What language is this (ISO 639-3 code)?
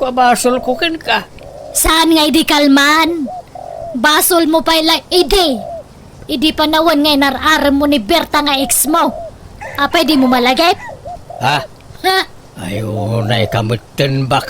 ilo